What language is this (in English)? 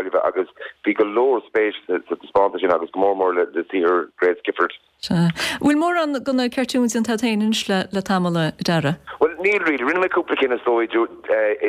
Irish